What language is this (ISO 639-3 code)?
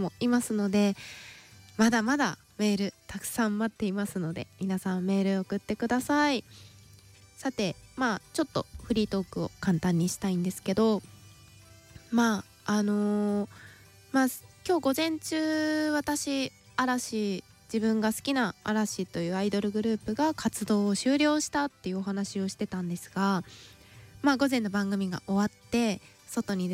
jpn